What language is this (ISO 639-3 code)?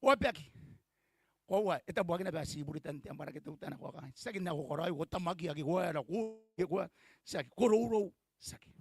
gil